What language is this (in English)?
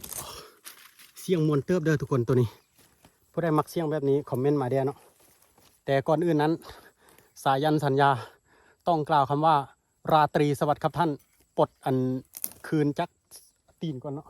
Lao